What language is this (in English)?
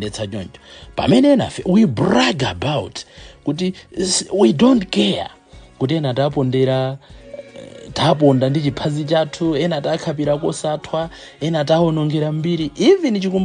Nyanja